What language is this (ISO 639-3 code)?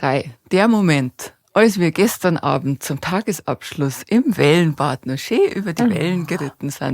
bar